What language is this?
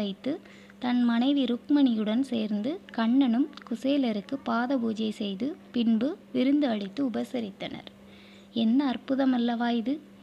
Tamil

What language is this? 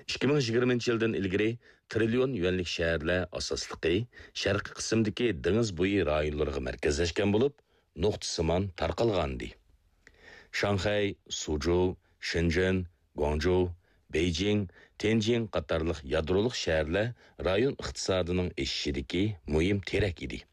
Uyghur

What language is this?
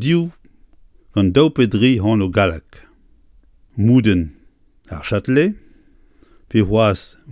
Breton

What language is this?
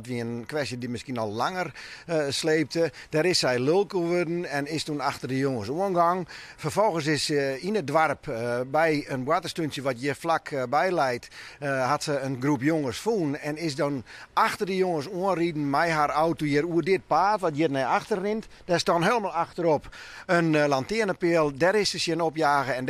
Western Frisian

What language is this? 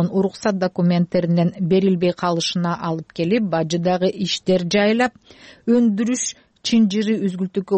Kyrgyz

